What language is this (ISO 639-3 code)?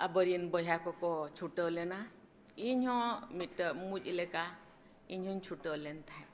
sat